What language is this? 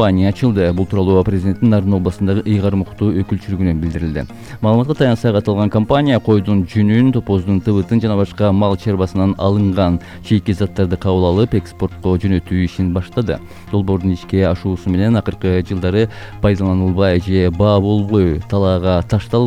Kyrgyz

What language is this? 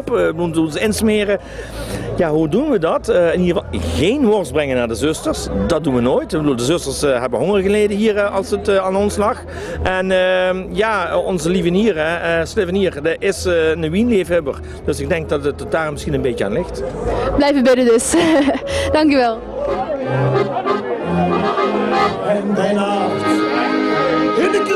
Dutch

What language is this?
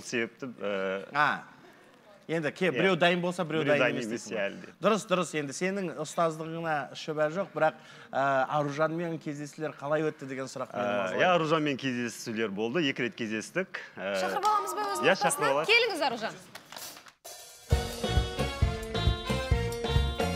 Kazakh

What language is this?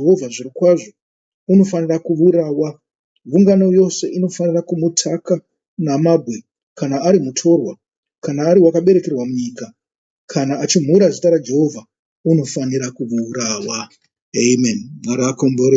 Shona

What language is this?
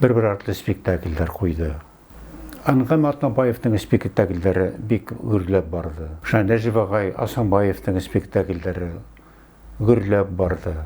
Bashkir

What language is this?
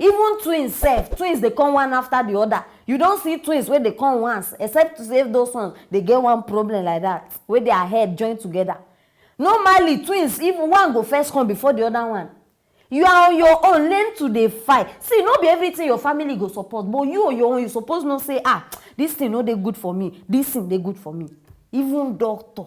Nigerian Pidgin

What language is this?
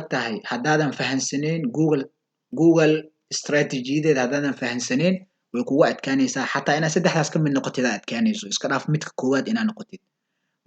Somali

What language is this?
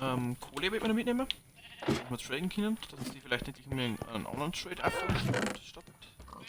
Bavarian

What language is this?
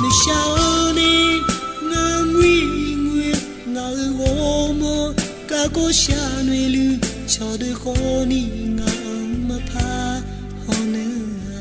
Akha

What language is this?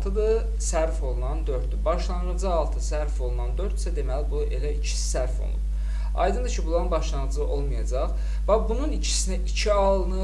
Azerbaijani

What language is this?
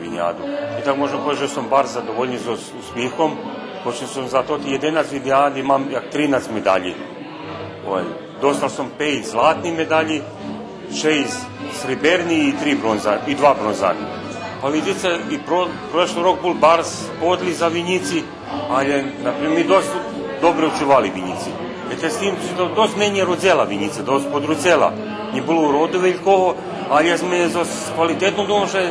Rusyn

